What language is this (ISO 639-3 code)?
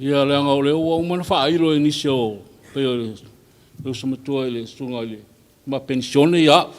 smo